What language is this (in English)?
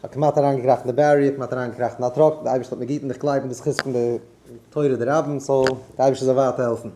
Yiddish